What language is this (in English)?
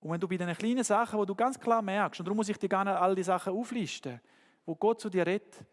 Swiss German